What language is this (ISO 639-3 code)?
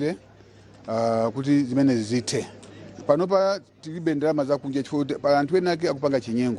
nya